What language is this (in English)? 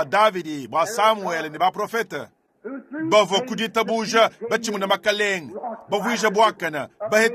Luba-Lulua